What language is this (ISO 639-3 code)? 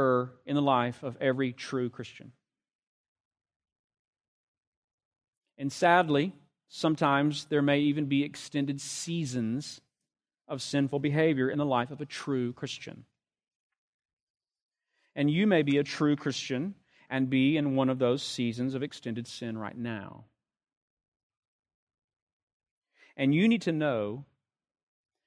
eng